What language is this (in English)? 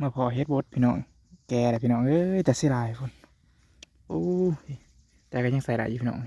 Lao